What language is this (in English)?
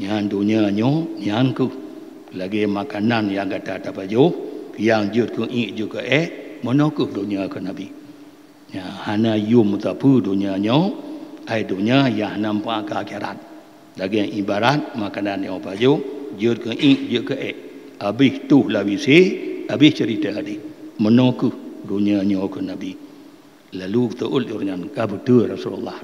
Achinese